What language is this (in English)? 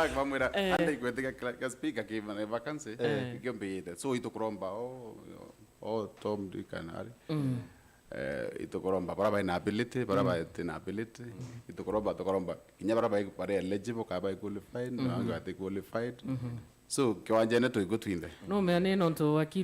Meru